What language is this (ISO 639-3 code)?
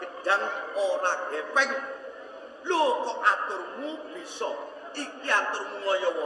jav